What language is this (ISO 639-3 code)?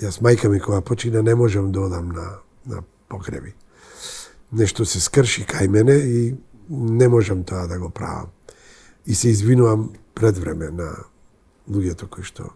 mkd